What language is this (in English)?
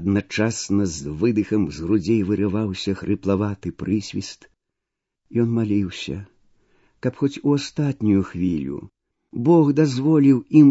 Belarusian